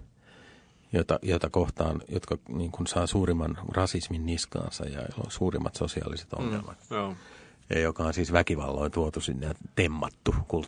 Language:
Finnish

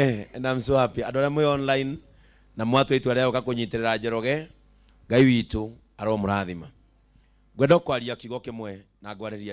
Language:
Kikuyu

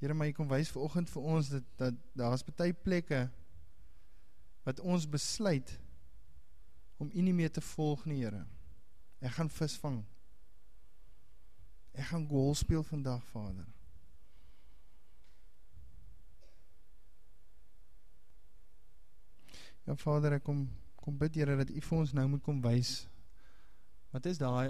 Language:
Afrikaans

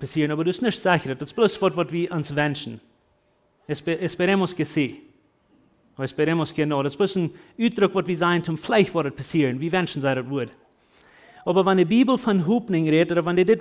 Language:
Plautdietsch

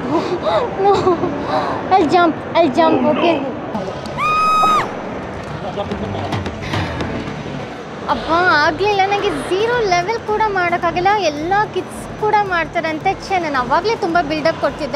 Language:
Kannada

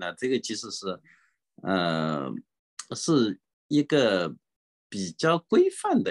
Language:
Chinese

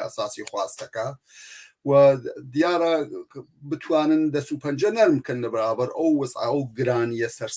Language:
Central Kurdish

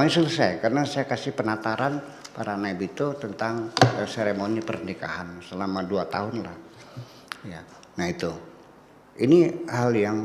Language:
Indonesian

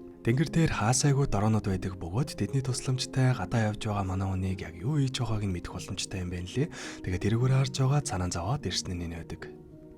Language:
Mongolian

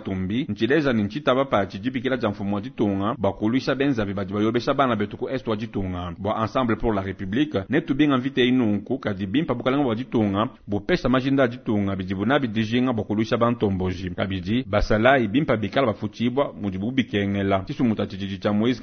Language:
Luba-Lulua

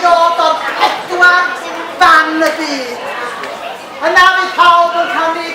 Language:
Welsh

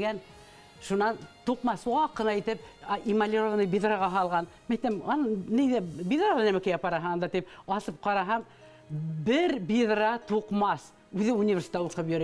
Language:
Bashkir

